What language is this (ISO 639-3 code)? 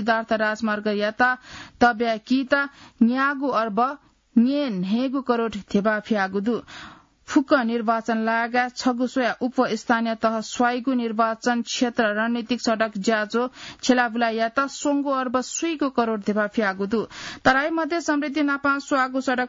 new